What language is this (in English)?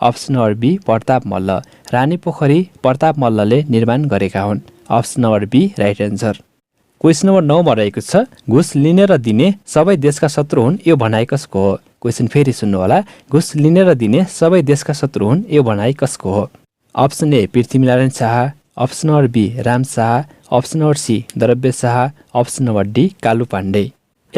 Nepali